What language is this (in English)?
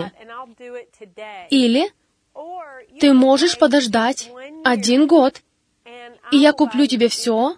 Russian